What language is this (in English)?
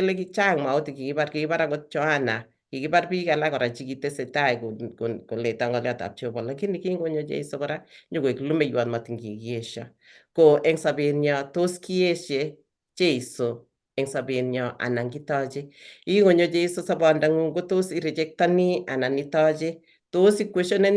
Kalenjin